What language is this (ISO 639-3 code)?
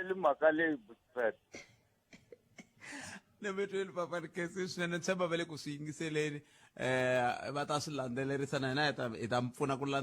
tso